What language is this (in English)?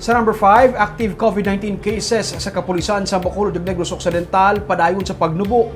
Hiligaynon